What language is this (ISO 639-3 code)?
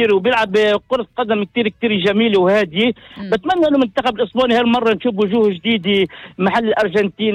apc